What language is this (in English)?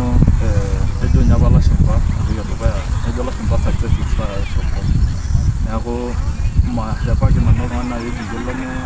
Masai